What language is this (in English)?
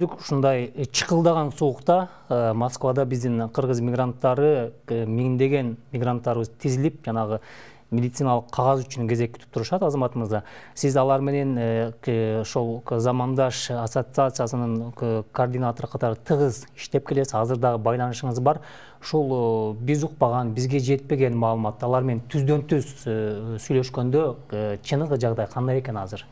Kyrgyz